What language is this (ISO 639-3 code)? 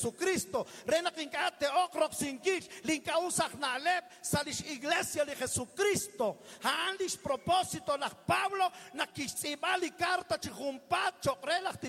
kek